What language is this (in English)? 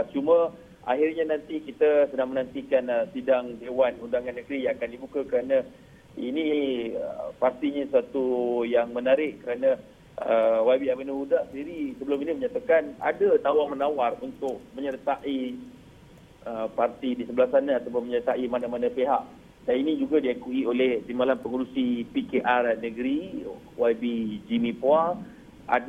Malay